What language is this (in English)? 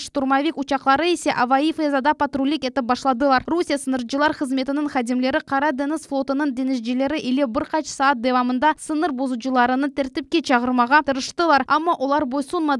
Crimean Tatar